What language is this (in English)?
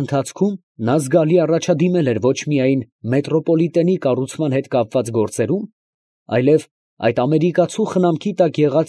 Armenian